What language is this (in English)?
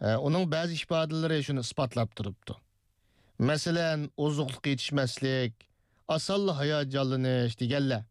Uyghur